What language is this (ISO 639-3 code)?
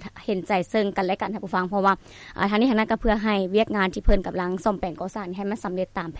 lao